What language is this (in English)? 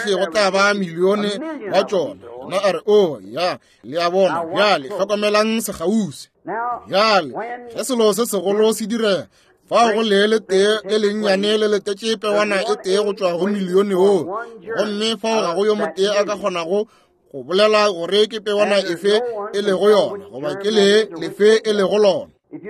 Northern Sotho